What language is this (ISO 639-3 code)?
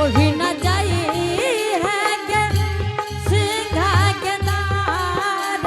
anp